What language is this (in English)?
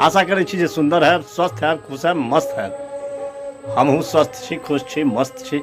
Maithili